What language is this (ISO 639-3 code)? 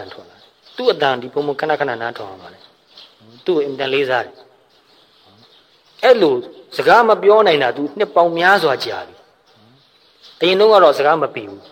mya